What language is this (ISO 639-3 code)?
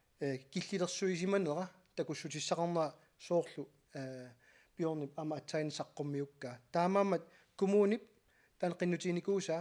kal